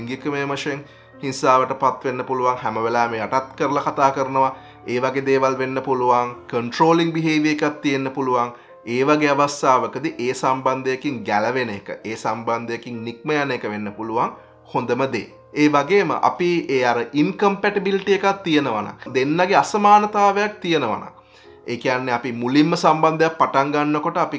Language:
Sinhala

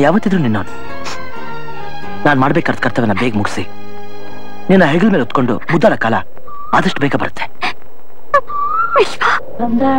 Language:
Kannada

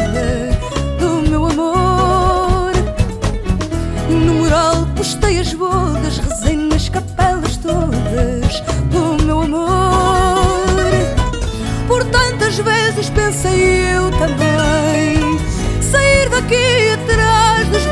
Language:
Portuguese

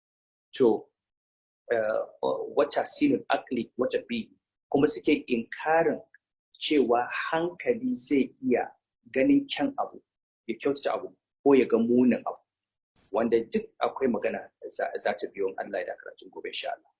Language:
Hausa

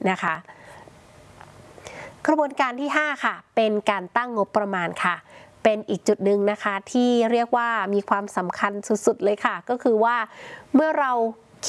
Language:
Thai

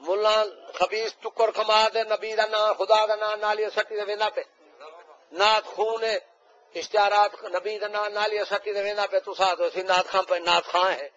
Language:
Saraiki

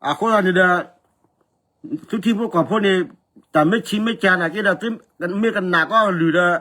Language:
S'gaw Karen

